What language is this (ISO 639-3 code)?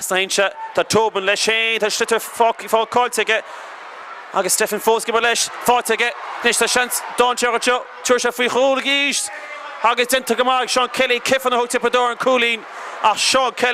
gle